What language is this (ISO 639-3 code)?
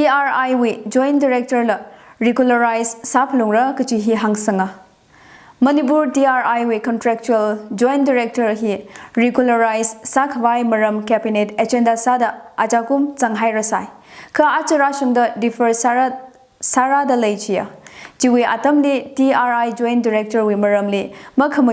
nmf